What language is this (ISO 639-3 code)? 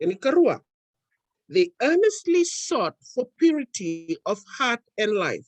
fij